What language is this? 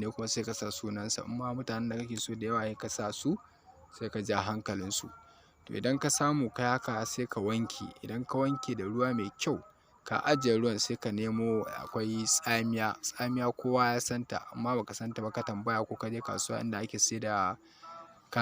Hausa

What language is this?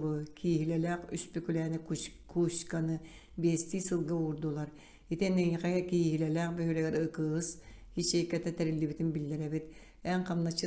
Yakut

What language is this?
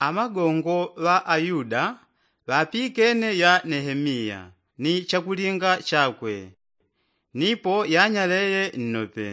Yao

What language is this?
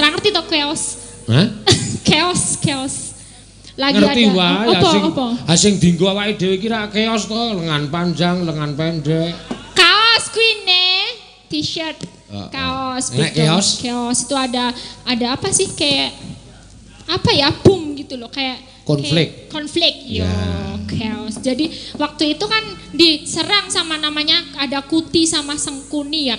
Javanese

